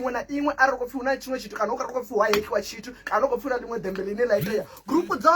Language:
Venda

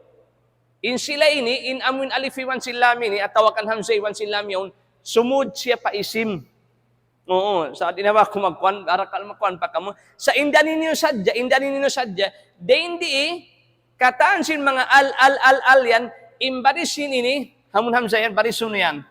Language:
Tausug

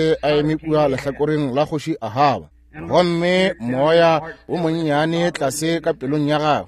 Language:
Northern Sotho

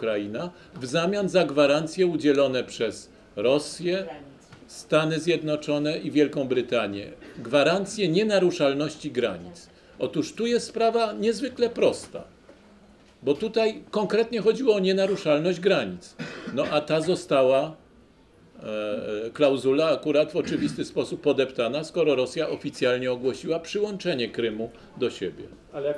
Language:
Polish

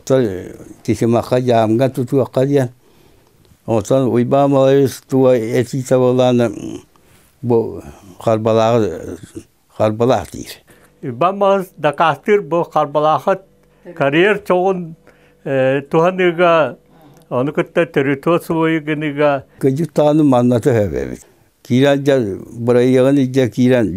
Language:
Yakut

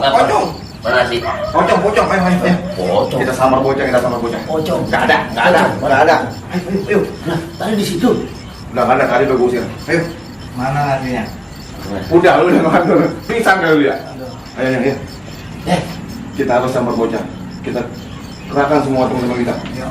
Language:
Betawi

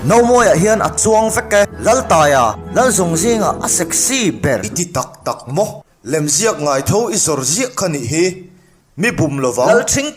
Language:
Mizo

